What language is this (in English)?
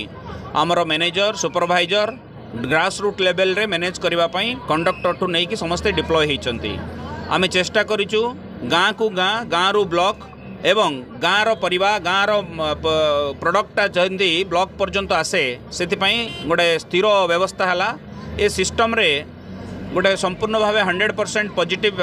Odia